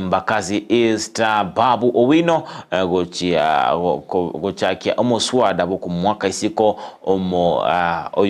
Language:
Gusii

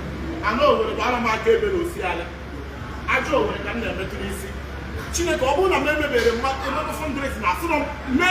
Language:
Igbo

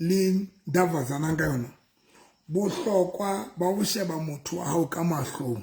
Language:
Southern Sotho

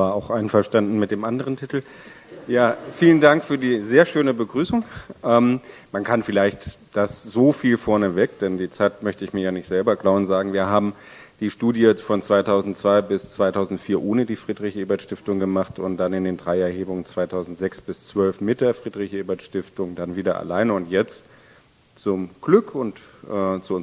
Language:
German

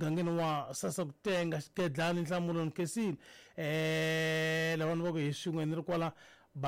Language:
Tsonga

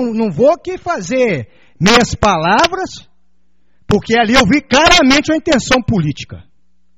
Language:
Portuguese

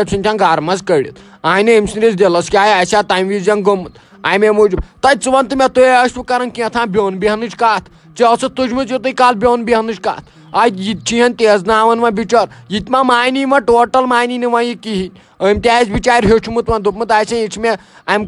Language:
Kashmiri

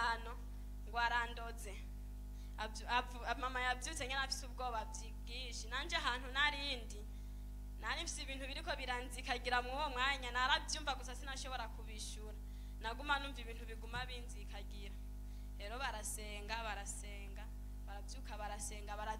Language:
Rundi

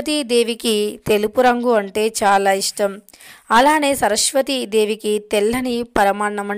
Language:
Telugu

